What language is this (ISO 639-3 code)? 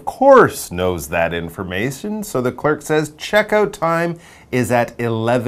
eng